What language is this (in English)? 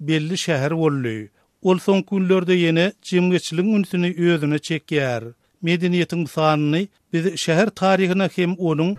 Turkmen